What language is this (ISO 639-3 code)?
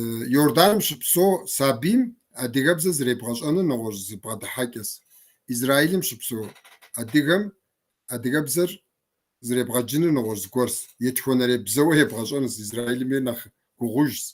kbd